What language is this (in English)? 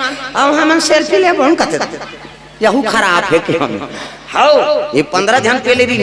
Chhattisgarhi